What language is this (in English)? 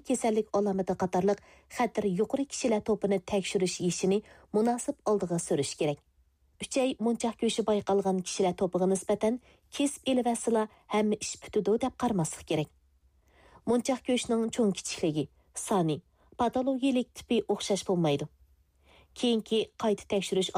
Uyghur